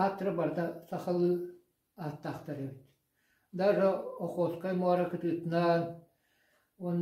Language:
Yakut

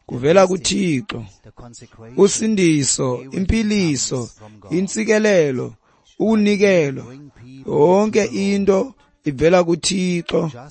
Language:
Xhosa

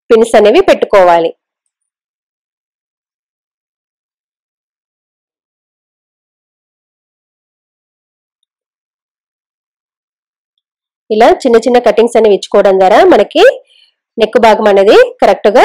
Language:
Telugu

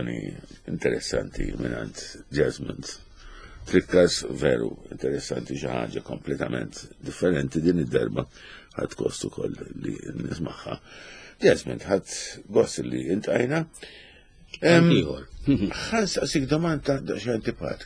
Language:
Maltese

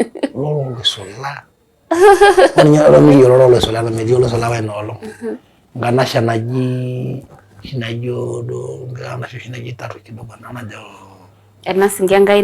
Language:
Masai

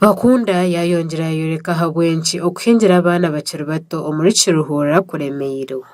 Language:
Nyankole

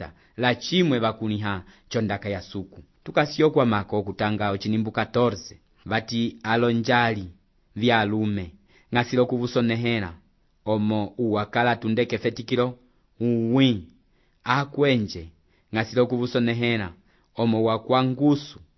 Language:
Umbundu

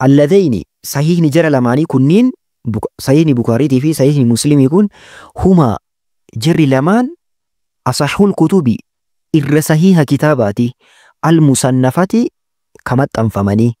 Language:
Oromo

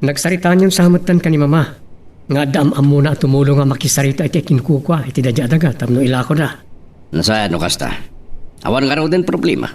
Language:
Iloko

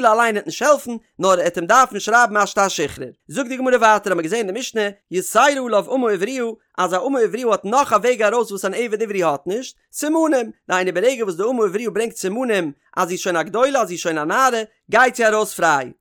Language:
Yiddish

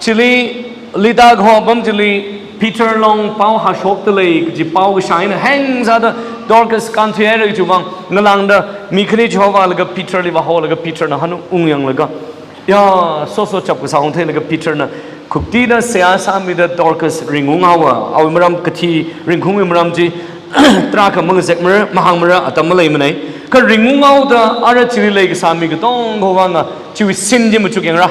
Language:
Tangkhul Naga (India)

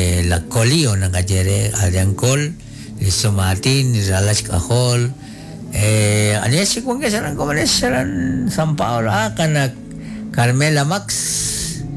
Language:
Kekchí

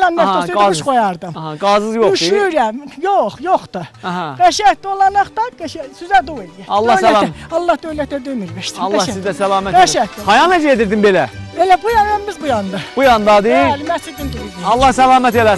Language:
South Azerbaijani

